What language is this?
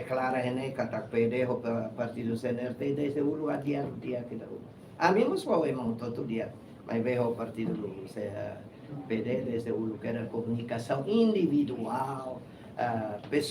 Tetum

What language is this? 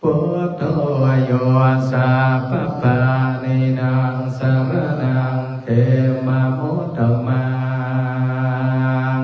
Pali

